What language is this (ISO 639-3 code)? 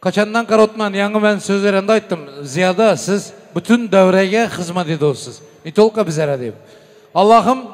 tuk